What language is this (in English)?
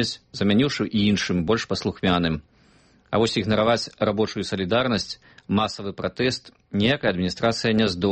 Belarusian